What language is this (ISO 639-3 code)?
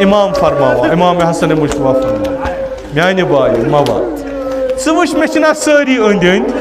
kas